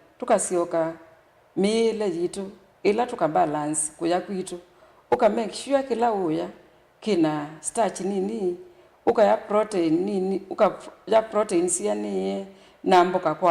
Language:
Kamba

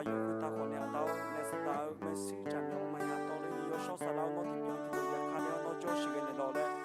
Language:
Akha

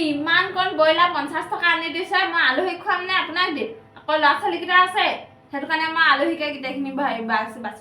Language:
Assamese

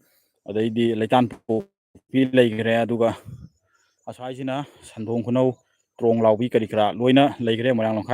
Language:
Manipuri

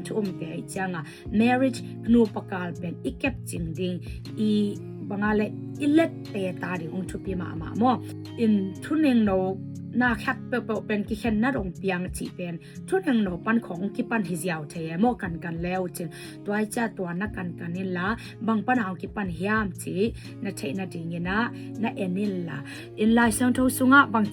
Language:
Tedim Chin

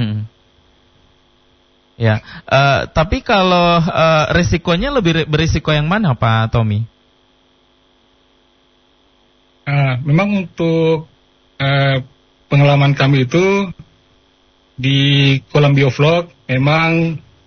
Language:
Indonesian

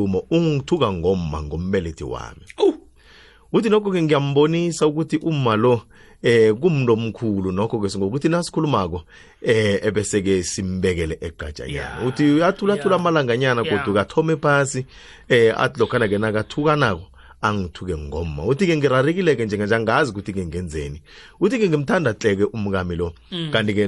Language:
South Ndebele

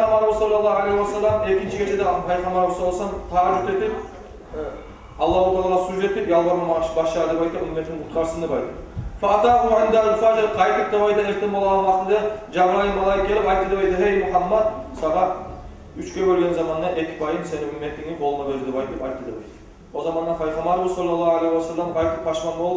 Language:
Kumyk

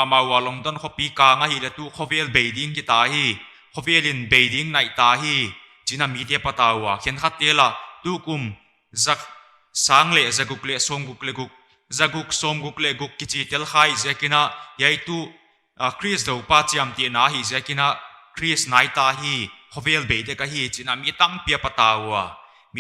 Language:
Paite Chin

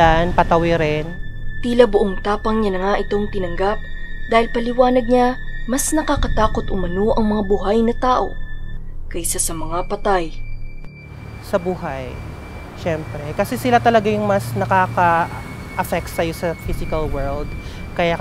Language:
Filipino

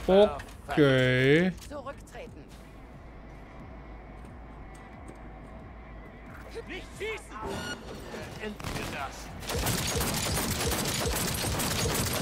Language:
German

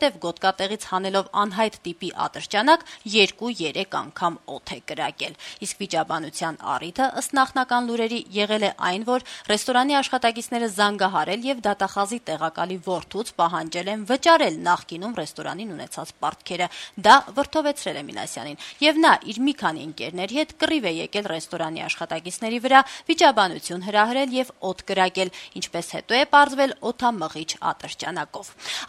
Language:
Armenian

